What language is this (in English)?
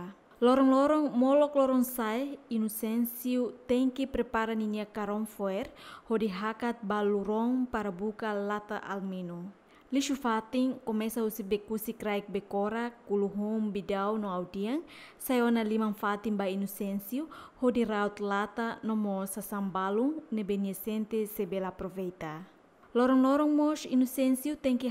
Tetum